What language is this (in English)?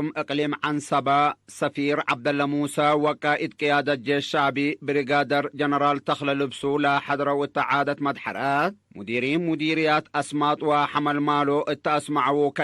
Tigre